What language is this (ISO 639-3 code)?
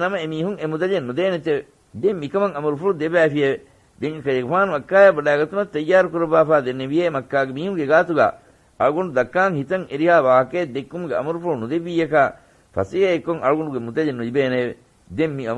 div